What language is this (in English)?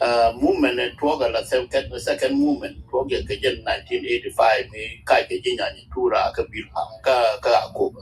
Nuer